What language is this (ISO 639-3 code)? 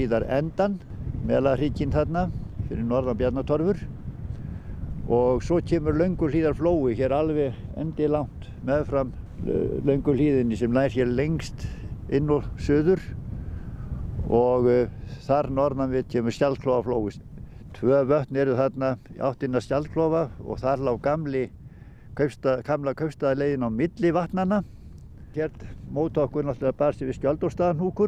isl